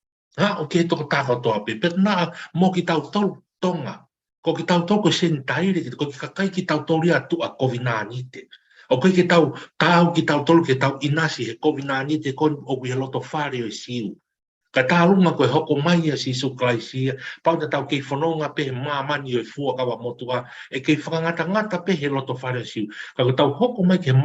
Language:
Tongan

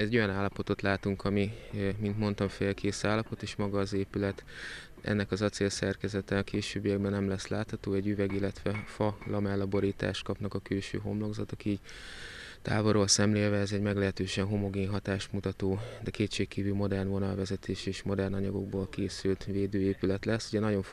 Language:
Hungarian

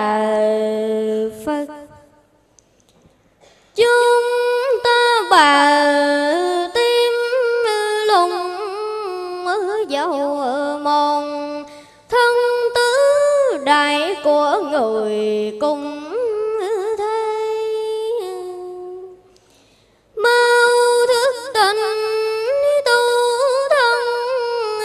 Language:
Vietnamese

